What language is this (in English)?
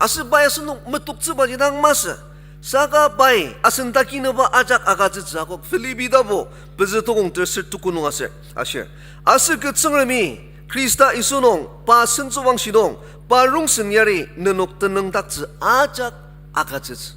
Ao Naga